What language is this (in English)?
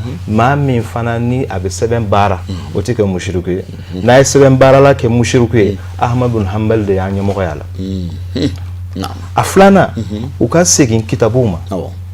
Bambara